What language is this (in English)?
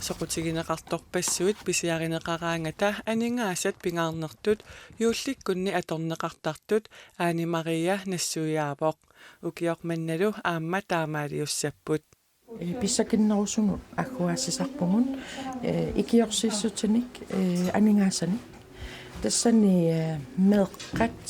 Kalaallisut